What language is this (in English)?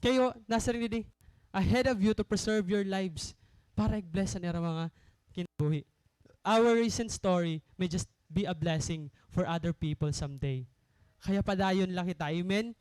Waray